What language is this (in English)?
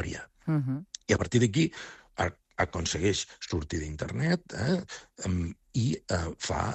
Catalan